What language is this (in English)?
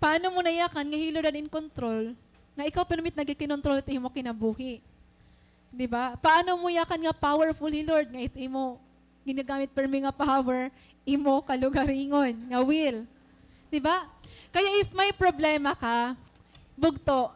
Waray